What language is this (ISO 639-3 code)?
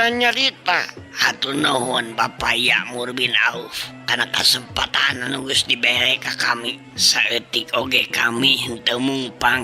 sun